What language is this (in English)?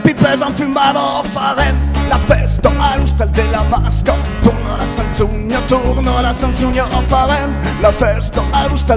Occitan